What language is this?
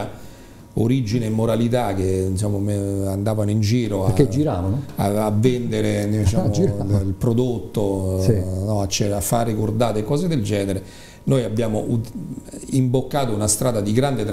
Italian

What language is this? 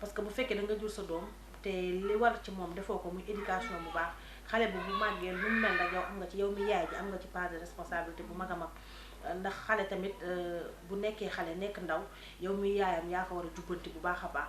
Wolof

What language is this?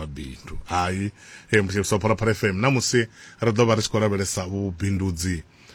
Venda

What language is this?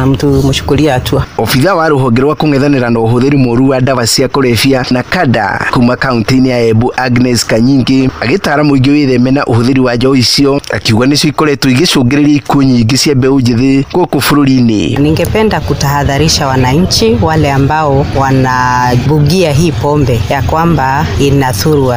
Kikuyu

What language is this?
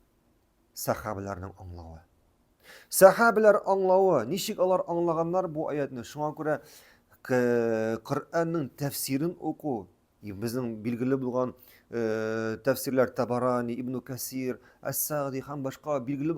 Tatar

